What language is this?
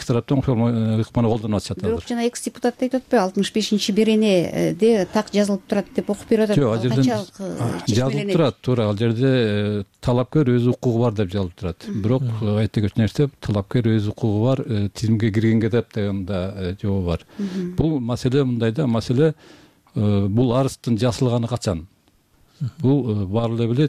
Kyrgyz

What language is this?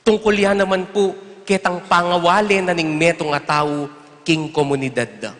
Pampanga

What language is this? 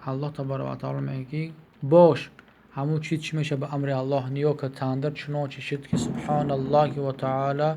Tajik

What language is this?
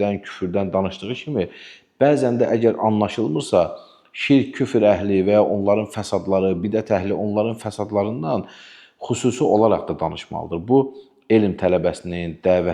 Azerbaijani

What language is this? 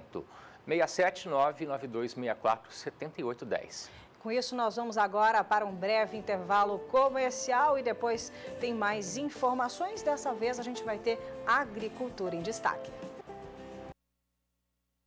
Portuguese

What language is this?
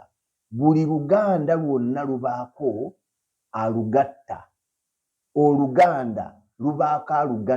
Ganda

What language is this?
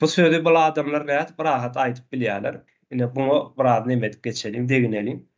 Turkmen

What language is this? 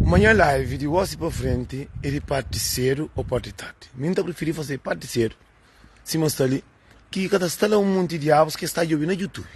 Kabuverdianu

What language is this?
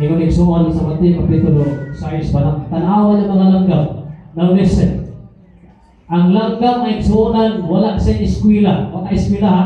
Cebuano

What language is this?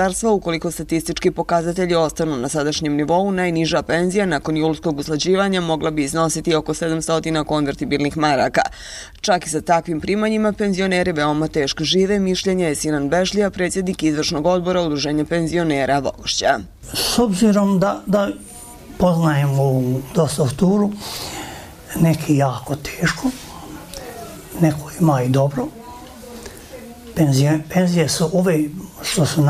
Bosnian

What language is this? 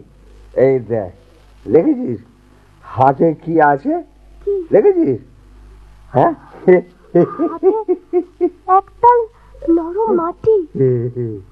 Bangla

